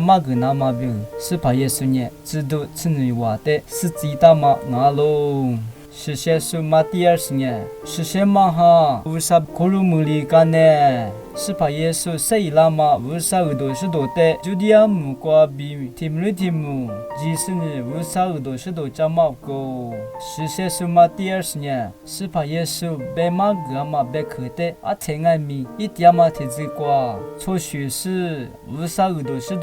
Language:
Lisu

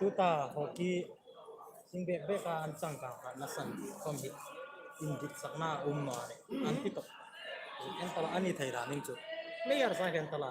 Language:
Hmar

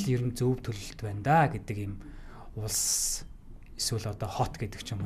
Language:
Mongolian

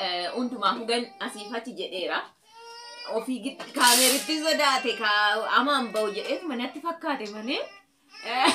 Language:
Oromo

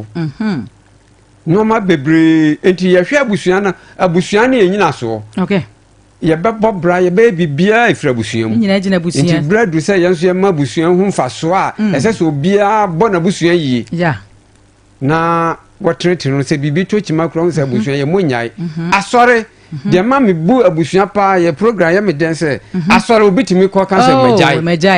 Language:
Akan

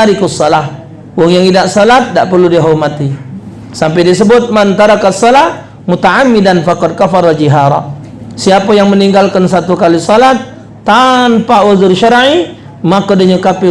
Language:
Musi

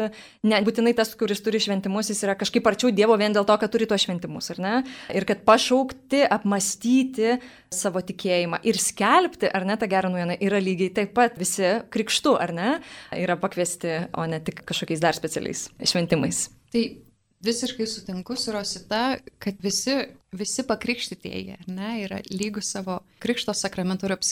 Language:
Lithuanian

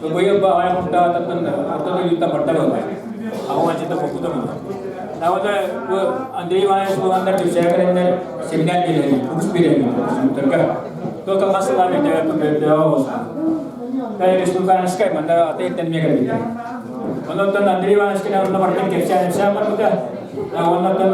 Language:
Yakut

